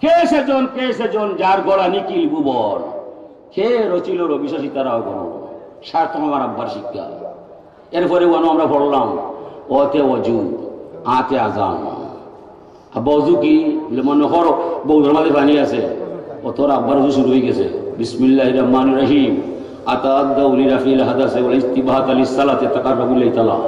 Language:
Sylheti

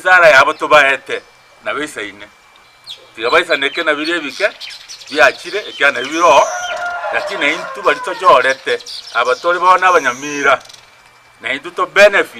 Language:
Gusii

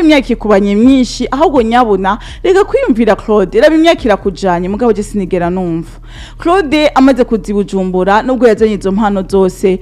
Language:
Rundi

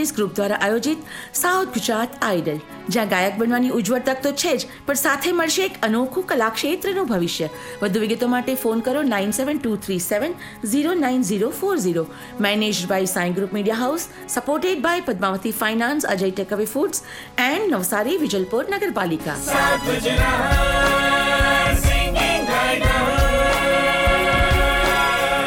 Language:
Gujarati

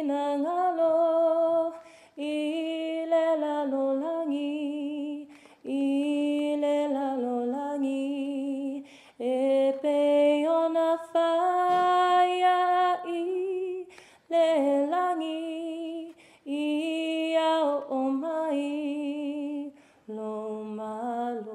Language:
Samoan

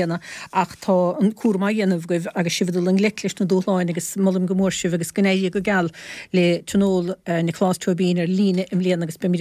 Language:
Irish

